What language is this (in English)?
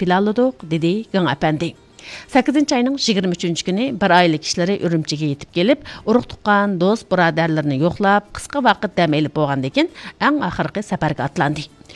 Uyghur